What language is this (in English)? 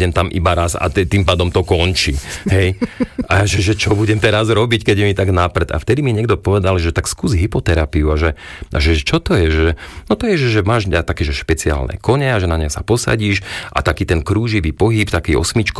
Slovak